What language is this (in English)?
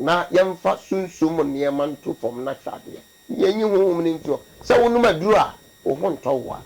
Akan